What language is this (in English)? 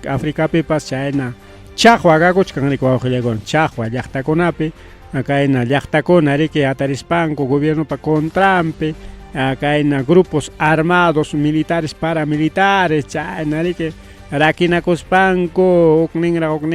Ayacucho Quechua